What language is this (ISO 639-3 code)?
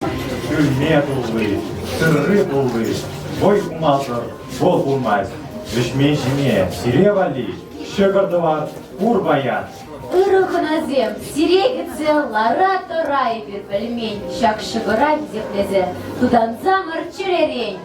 chv